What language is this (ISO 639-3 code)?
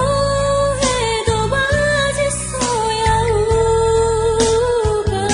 nia